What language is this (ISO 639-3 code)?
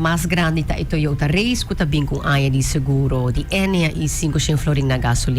pap